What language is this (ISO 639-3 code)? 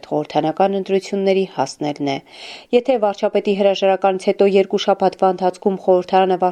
hye